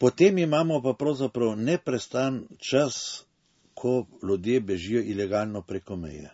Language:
Slovenian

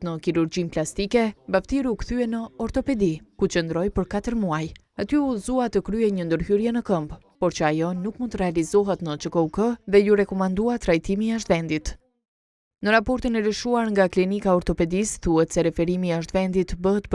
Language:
Albanian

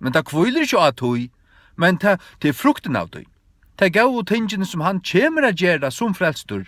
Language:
Faroese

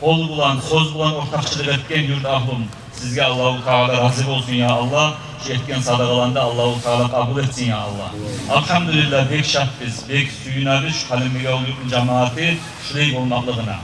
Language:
Kumyk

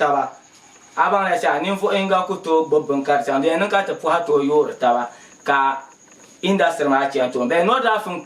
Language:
Dagbani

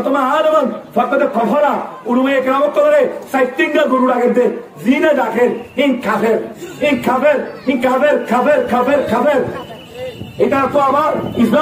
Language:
Rohingya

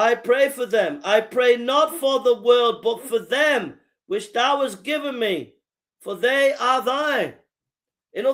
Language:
English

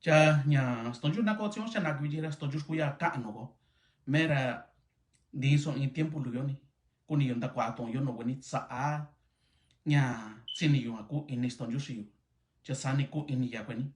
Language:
Mixtepec Mixtec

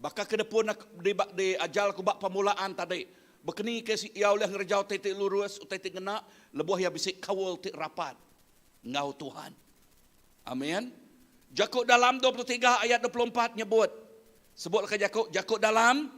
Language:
Iban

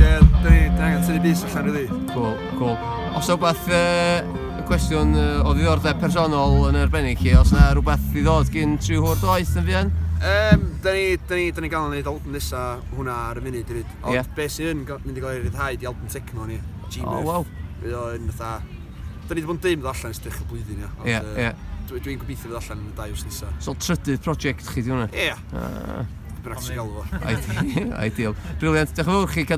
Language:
Welsh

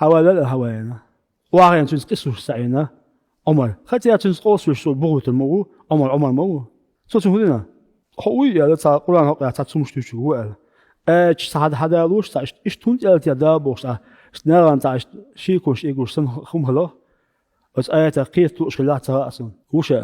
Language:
Chechen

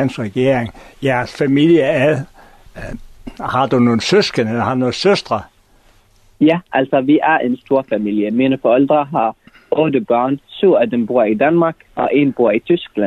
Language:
Danish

